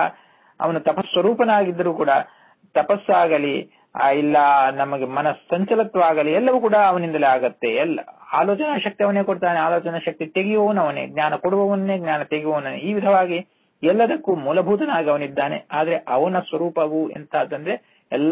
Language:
Kannada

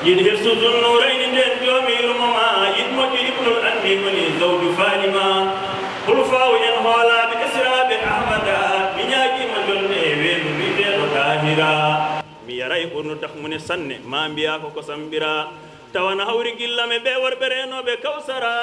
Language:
Fula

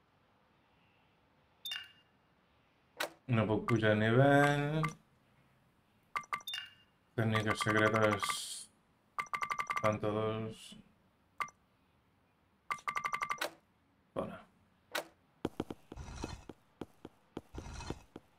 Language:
Catalan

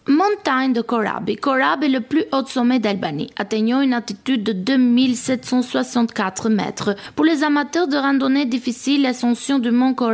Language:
French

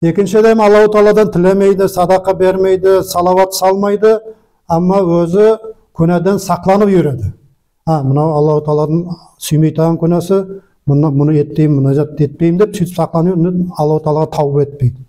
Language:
Nogai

